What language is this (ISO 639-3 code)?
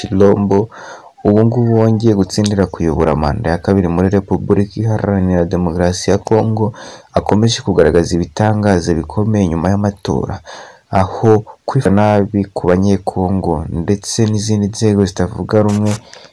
kin